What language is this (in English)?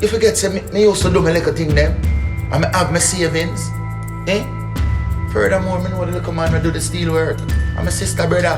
Jamaican Creole English